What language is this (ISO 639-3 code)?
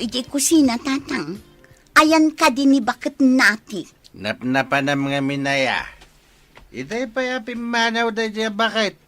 ilo